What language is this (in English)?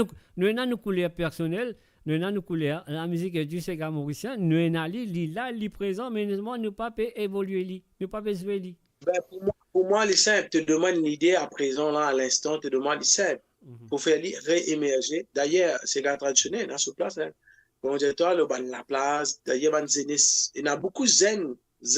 Morisyen